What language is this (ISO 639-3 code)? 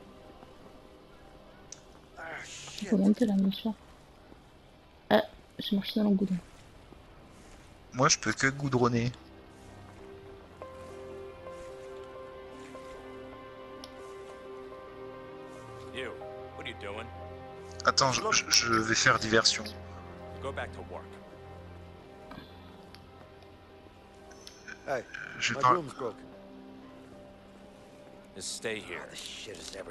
fra